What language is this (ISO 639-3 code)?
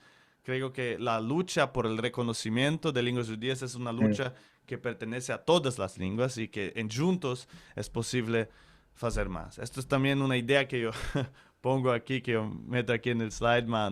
lad